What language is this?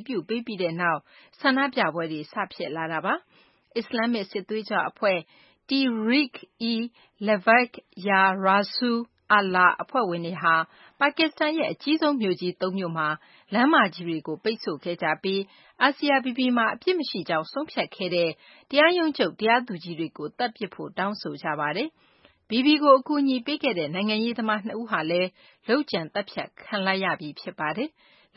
Burmese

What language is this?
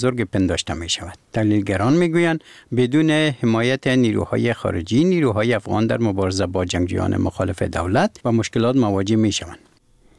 Persian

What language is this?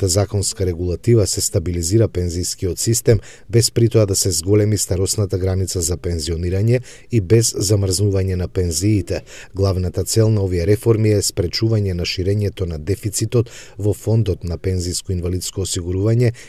Macedonian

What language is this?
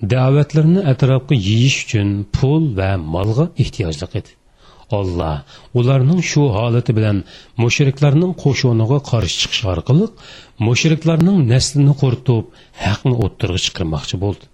Uyghur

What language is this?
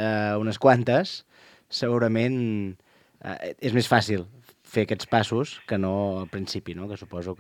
Catalan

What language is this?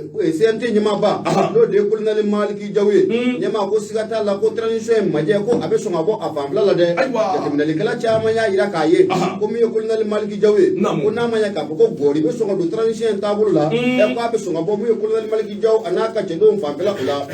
Bambara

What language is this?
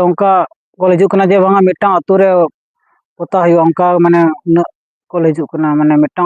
Santali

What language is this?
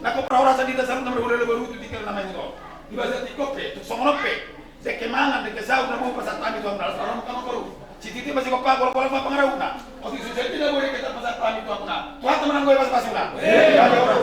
Batak Toba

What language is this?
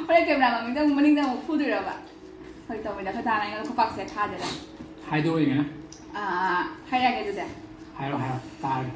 Manipuri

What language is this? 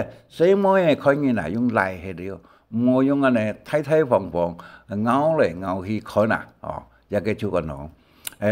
Hakka Chinese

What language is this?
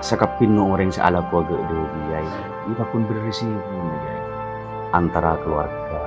Madurese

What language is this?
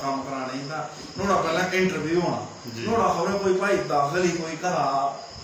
Dogri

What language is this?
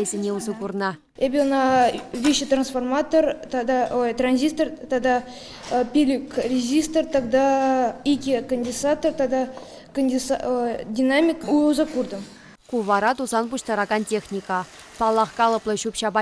Chuvash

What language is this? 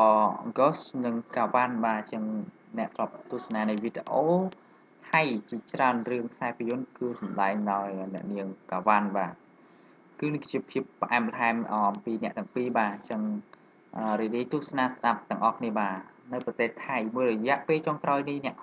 Khmer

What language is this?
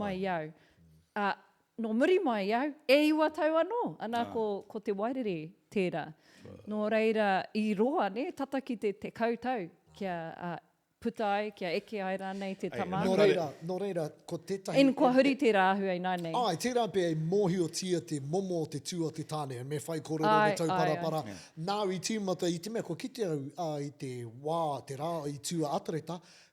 Māori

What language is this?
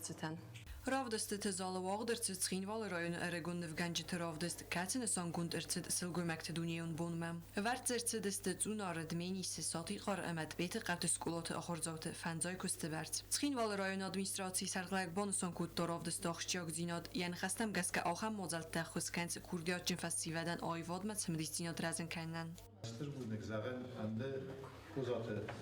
Ossetic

